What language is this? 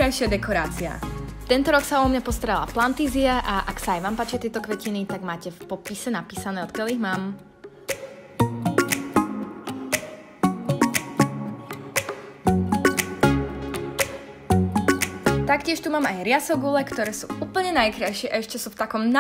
Slovak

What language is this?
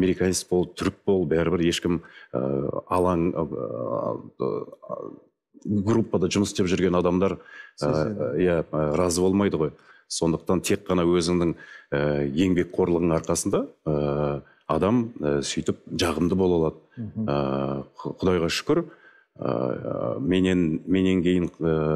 Kazakh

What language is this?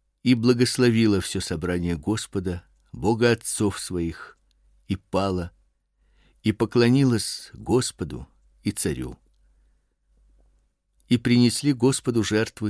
Russian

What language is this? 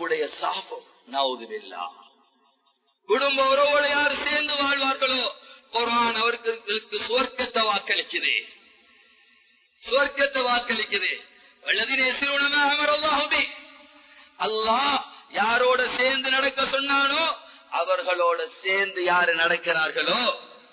Tamil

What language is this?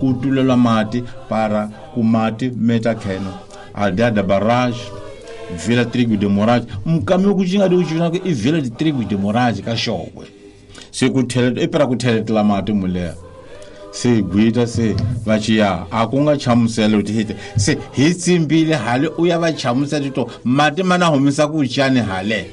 Tsonga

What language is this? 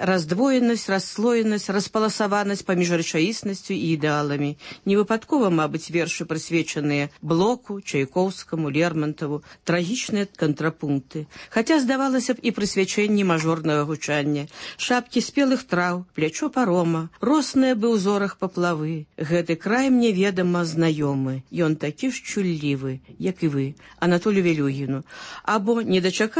Belarusian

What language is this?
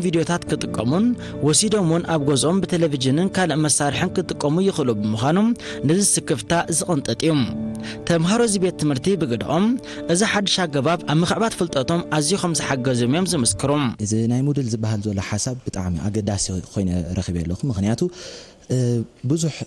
Tigrinya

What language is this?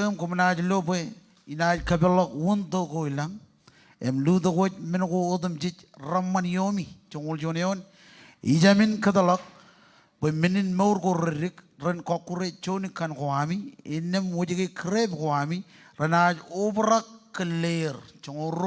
Marshallese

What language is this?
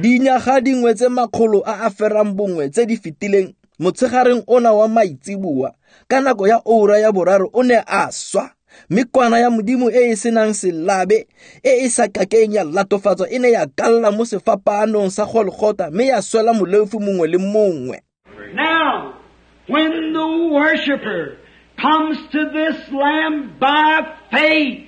Tswana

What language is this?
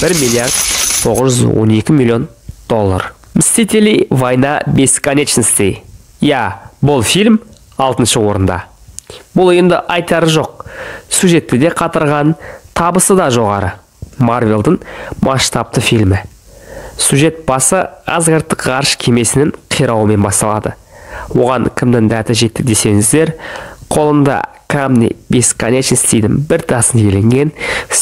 Kazakh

